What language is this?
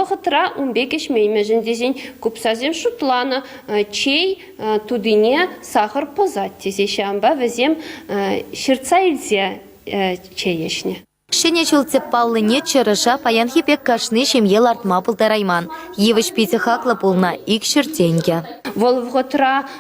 Chuvash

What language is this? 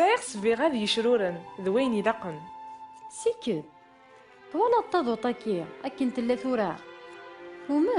Kabyle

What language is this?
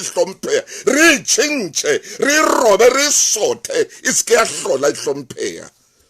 Southern Sotho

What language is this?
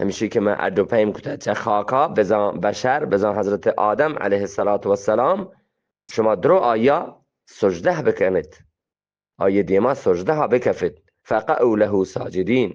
Eastern Balochi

